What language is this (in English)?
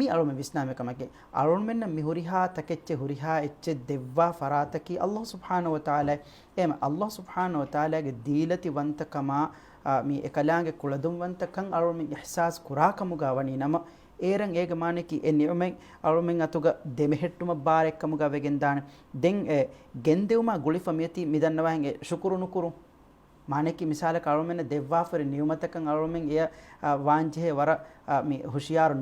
Divehi